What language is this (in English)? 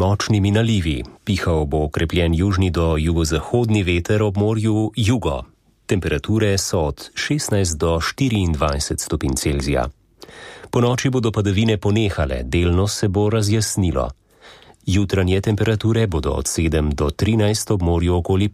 Slovenian